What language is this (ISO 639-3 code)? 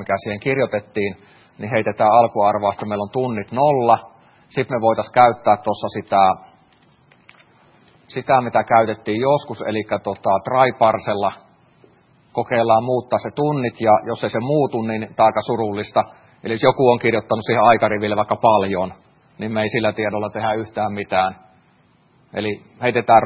fin